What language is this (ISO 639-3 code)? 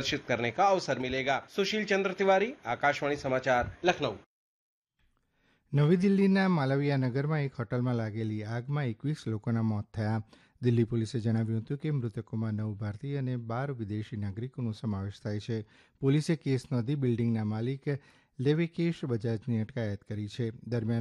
guj